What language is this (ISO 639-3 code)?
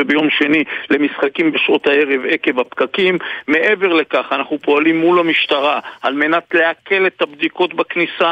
heb